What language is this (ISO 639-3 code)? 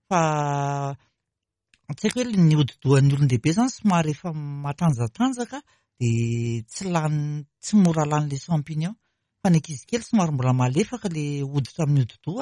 mlg